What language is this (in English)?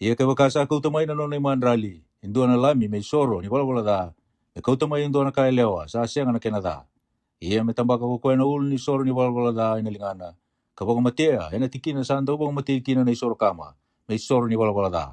Fijian